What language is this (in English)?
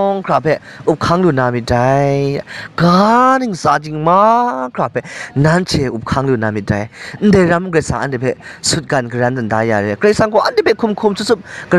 Kachin